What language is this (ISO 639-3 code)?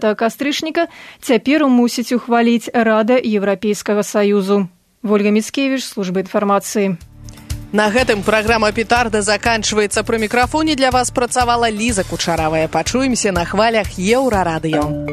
bel